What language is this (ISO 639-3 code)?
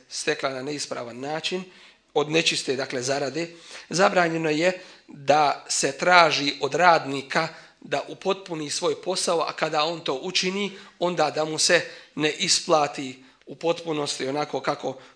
bos